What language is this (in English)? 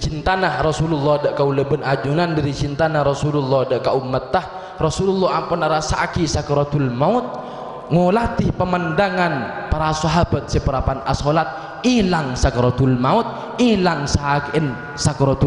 Madurese